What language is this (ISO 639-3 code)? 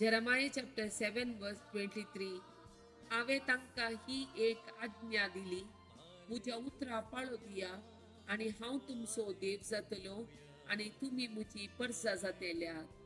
kok